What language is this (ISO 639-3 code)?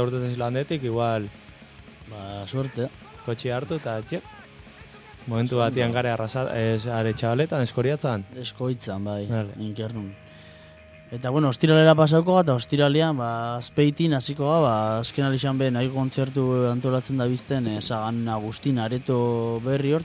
eus